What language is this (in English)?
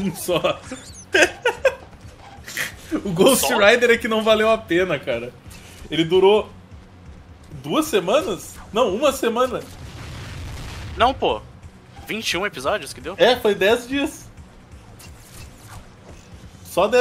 Portuguese